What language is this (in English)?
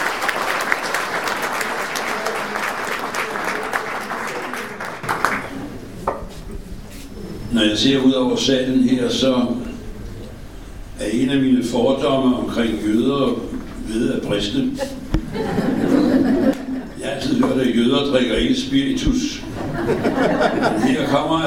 Danish